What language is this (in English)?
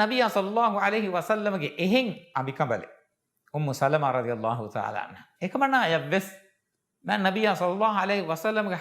Divehi